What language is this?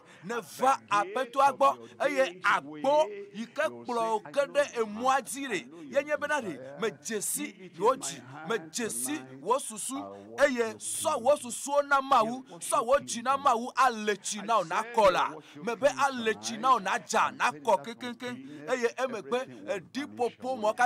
Ewe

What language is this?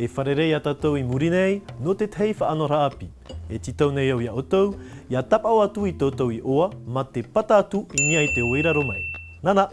Tahitian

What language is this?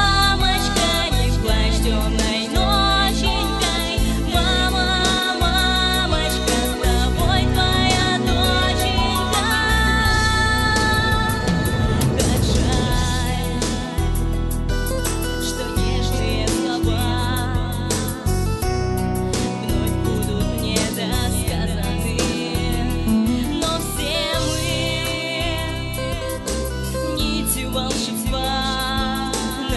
Russian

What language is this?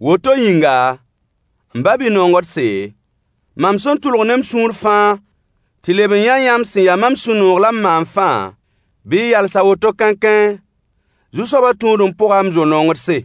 Mossi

